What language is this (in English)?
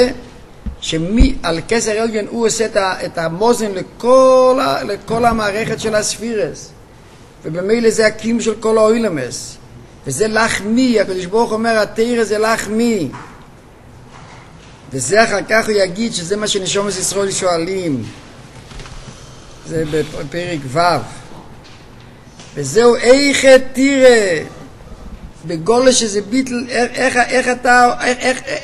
Hebrew